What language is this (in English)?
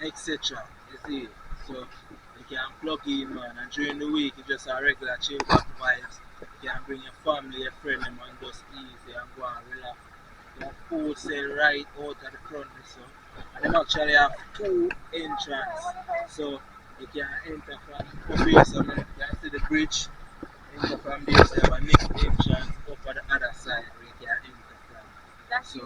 Jamaican Creole English